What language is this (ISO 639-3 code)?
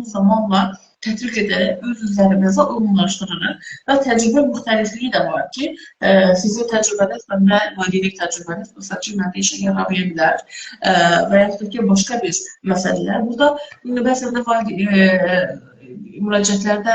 aze